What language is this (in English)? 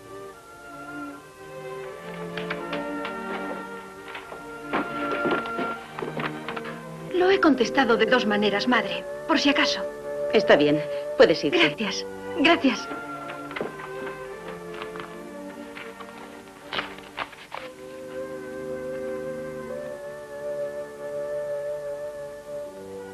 Spanish